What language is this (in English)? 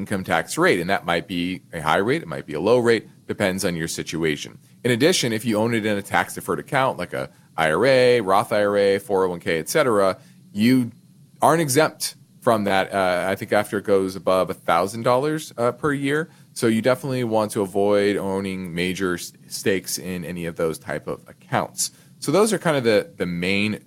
English